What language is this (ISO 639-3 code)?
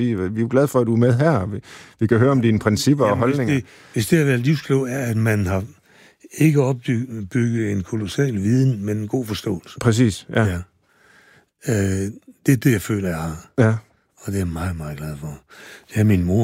dan